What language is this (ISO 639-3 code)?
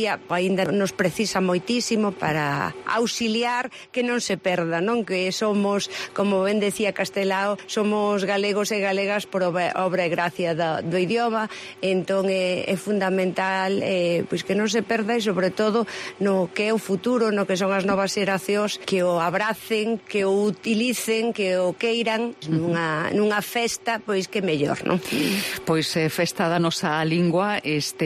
glg